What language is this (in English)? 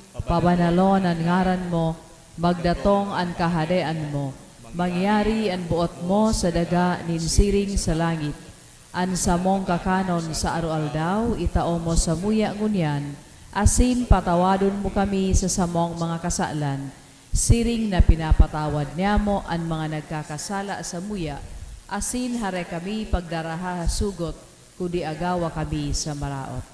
Bikol